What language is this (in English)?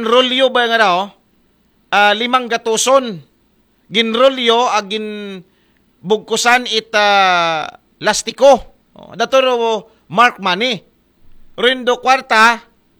Aklanon